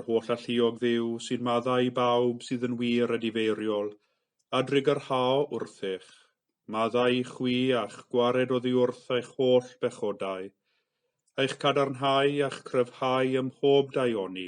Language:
Welsh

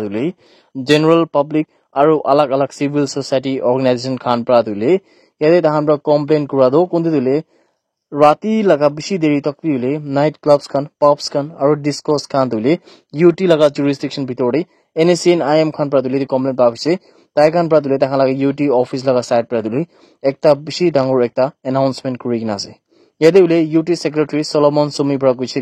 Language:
Naga Pidgin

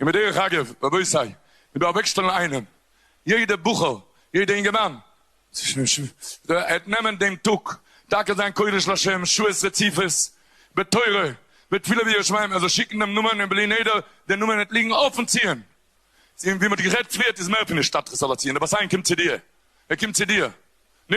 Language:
Yiddish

